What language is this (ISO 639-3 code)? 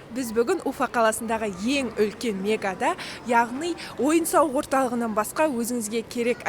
kaz